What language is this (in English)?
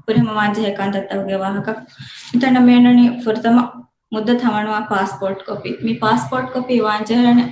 Divehi